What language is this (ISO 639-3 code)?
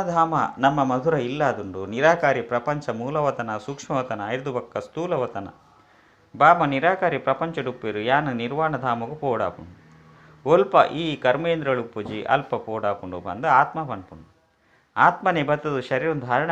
tcy